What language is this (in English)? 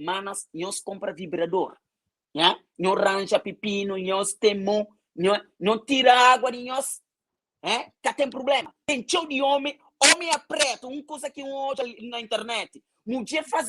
Kabuverdianu